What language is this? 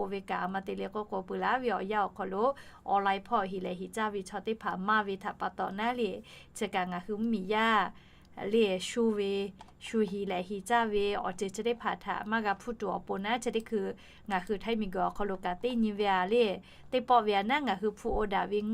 Lahu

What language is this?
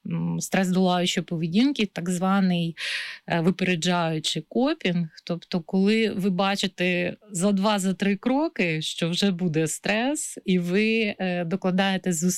Ukrainian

